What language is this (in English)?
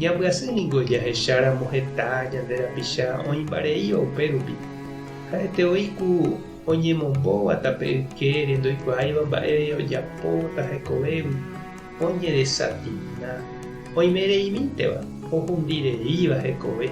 Guarani